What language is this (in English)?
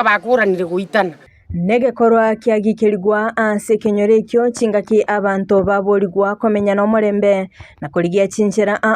Gusii